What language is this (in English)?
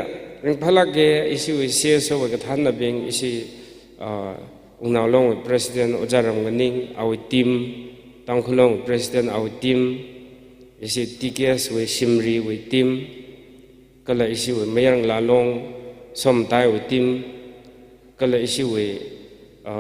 Tangkhul Naga (India)